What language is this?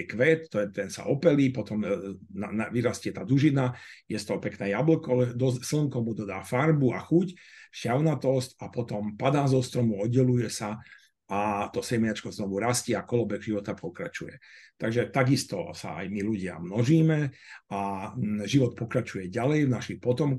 Slovak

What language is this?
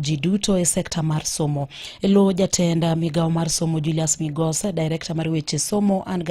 Luo (Kenya and Tanzania)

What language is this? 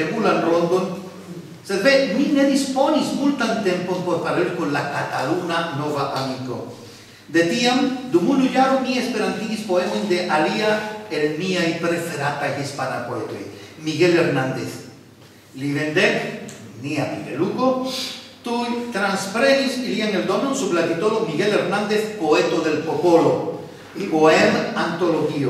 Esperanto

